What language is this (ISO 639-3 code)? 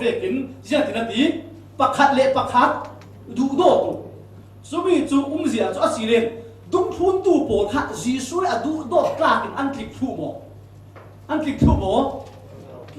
cfm